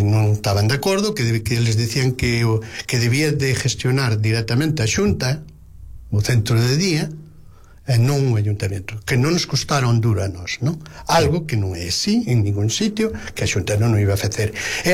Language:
Galician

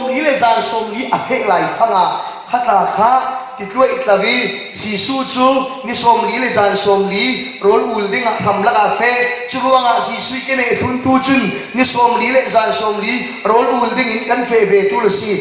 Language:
Falam Chin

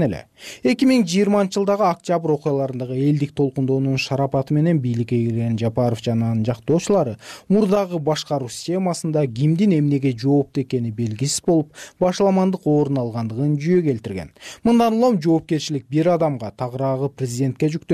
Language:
Kyrgyz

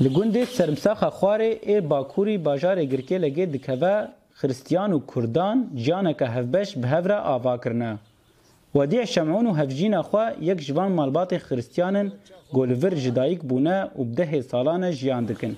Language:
Kurdish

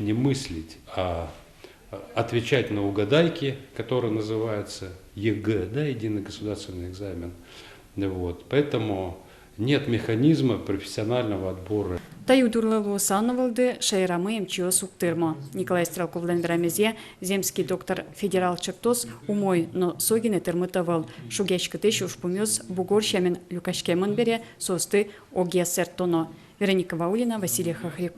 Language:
Udmurt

